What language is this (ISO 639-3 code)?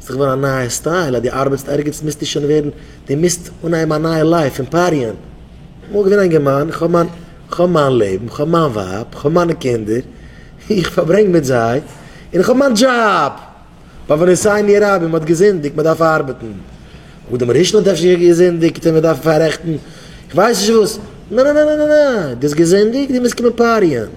yid